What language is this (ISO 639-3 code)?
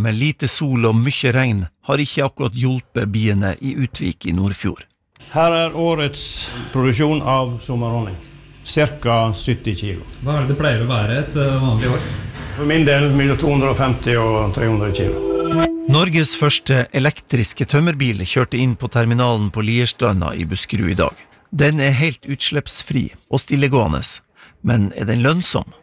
nor